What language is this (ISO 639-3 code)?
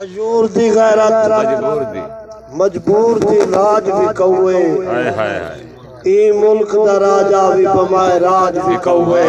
skr